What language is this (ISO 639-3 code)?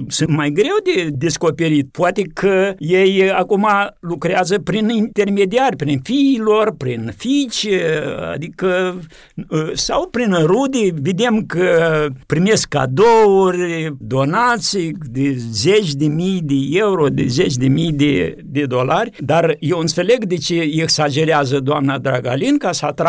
ron